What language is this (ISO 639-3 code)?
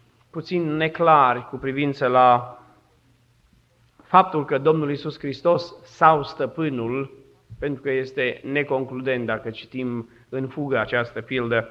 ron